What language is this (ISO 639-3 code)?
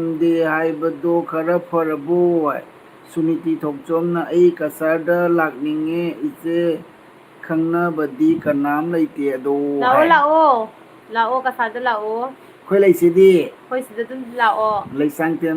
mni